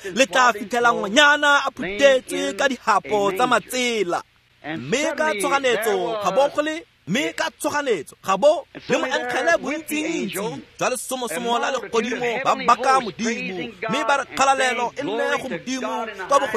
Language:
Tswana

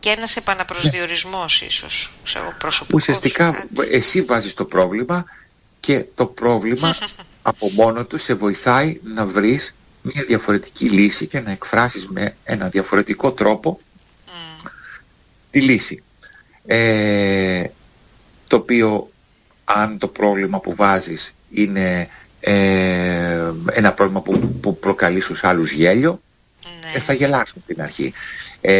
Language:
Greek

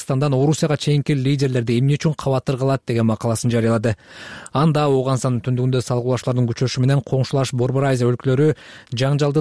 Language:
Kyrgyz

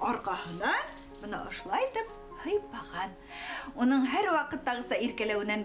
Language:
Bashkir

